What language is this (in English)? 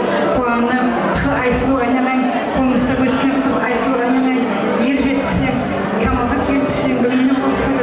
Kara-Kalpak